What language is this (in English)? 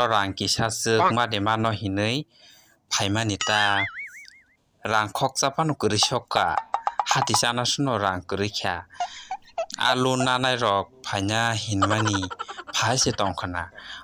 Kok Borok